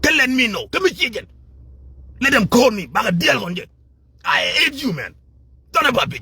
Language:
Nuer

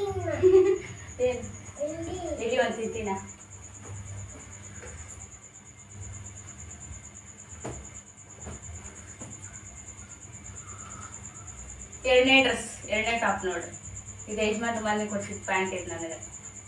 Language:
Kannada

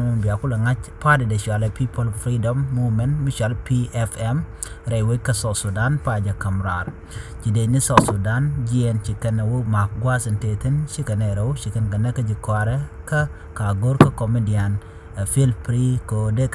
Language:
Nuer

